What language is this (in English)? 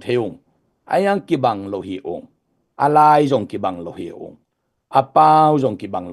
Tedim Chin